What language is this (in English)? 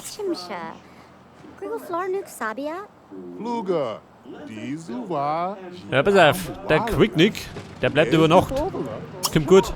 Bavarian